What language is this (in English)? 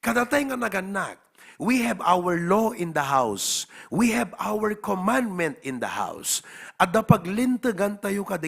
Iloko